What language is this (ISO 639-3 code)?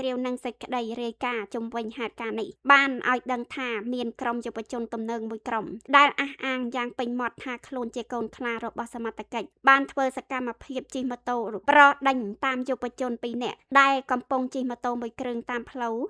khm